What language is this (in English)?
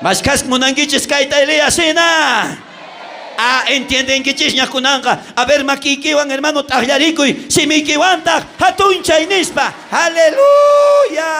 South Bolivian Quechua